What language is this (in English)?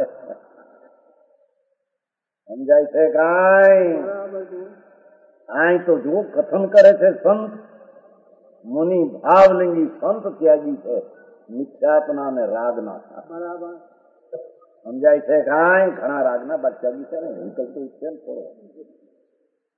Gujarati